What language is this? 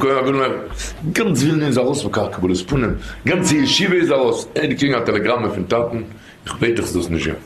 Yiddish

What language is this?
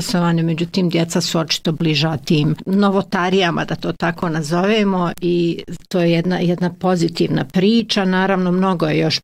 Bosnian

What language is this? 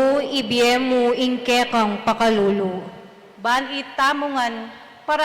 Pampanga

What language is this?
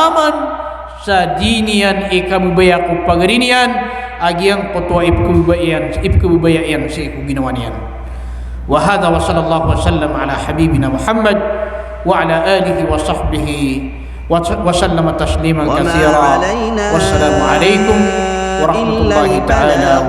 Maranao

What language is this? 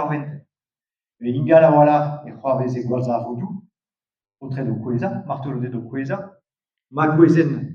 Breton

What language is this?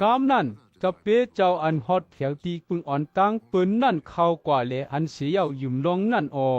Shan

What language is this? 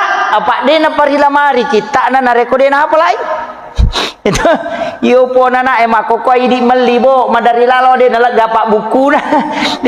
Buginese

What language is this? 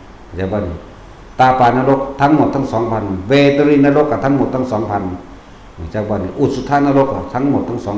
Northeastern Thai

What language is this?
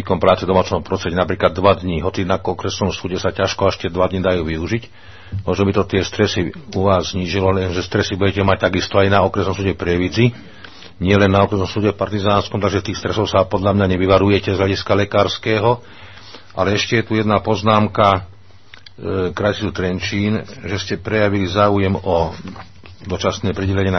Slovak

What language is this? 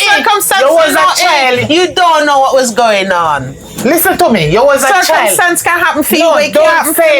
Jamaican Creole English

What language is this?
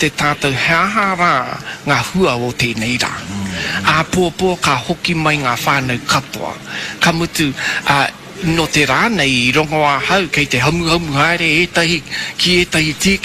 Māori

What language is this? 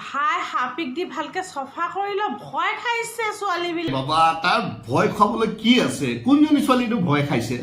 Assamese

